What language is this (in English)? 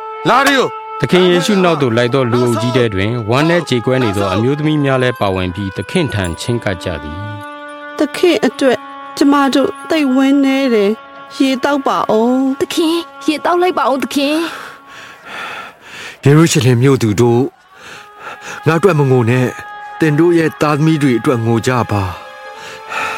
Burmese